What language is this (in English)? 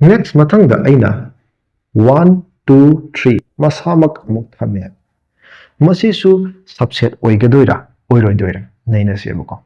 Manipuri